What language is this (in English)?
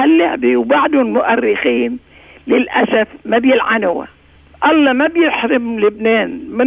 North Levantine Arabic